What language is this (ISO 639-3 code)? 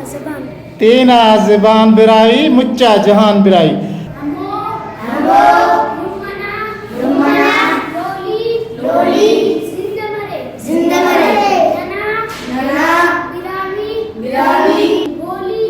brh